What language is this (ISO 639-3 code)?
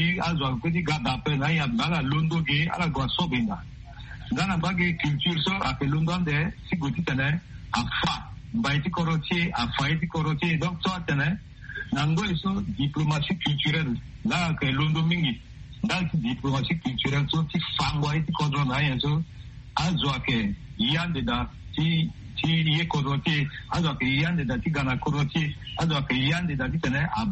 sag